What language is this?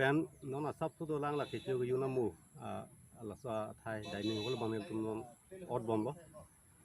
Karbi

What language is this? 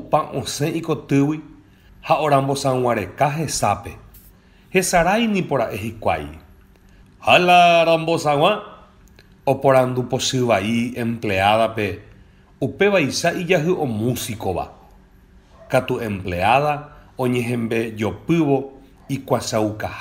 Guarani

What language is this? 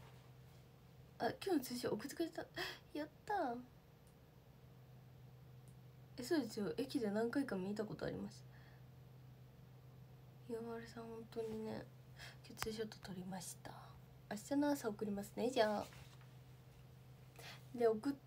Japanese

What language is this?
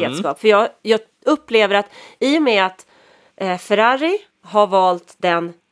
Swedish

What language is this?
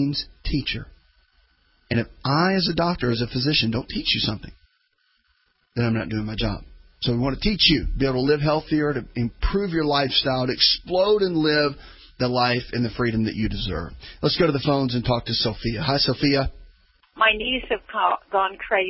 English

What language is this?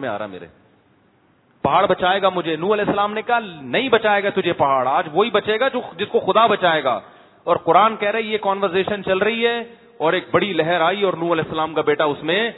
Urdu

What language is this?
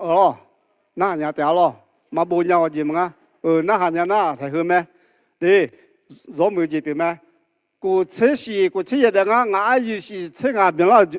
Akha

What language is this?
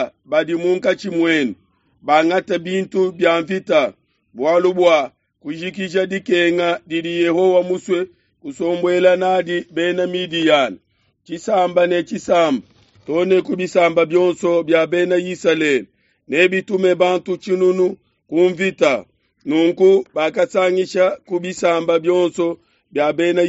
Luba-Lulua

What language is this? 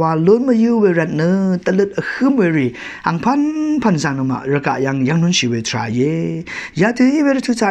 Rawang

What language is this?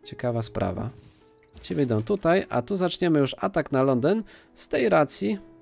Polish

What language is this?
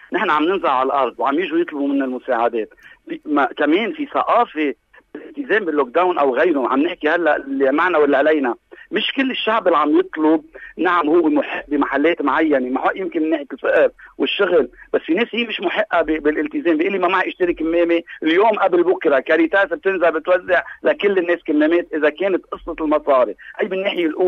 North Levantine Arabic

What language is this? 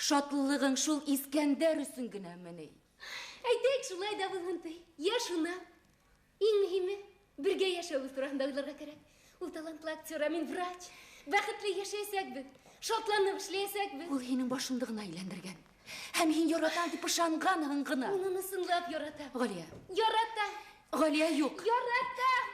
Bashkir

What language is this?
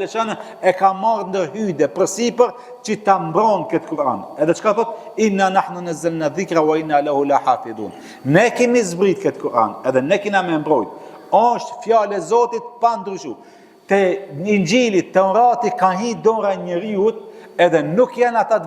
Albanian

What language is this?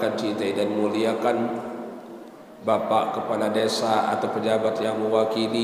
Sasak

